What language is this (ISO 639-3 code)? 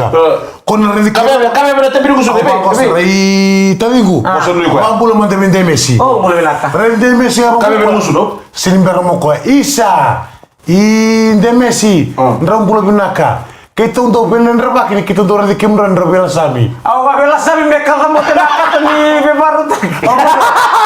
fij